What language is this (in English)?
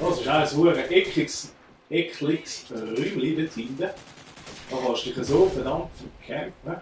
Swiss German